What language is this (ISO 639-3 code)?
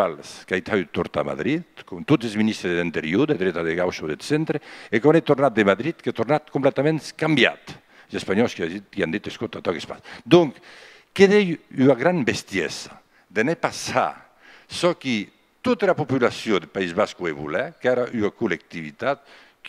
oci